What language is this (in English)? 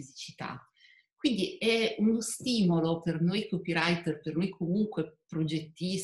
Italian